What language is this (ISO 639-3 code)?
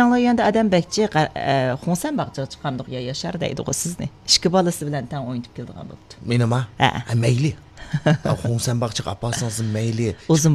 uig